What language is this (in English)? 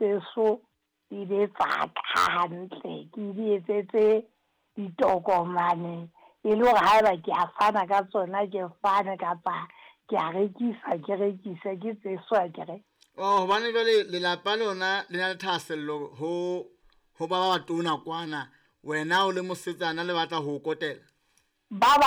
Southern Sotho